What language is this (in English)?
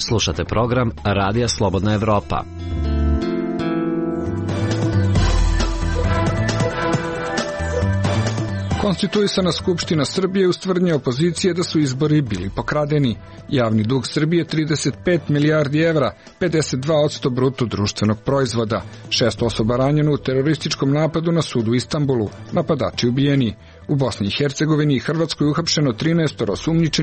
Serbian